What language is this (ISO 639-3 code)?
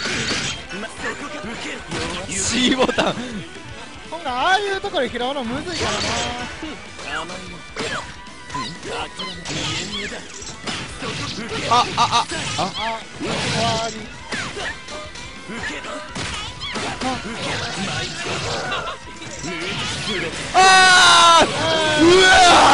jpn